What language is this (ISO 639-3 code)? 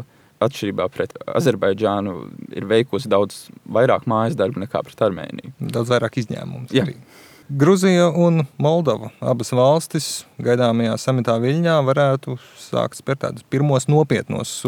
lav